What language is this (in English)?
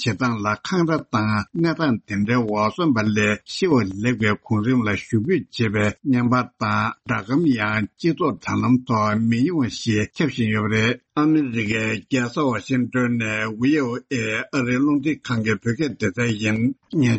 Tibetan